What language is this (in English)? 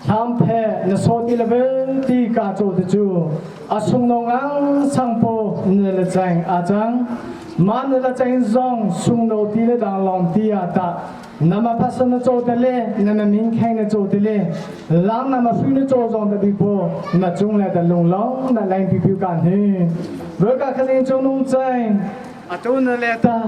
Hakha Chin